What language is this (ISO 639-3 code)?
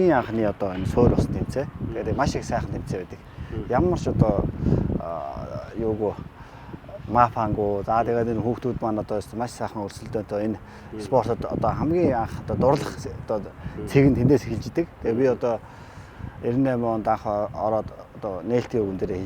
mon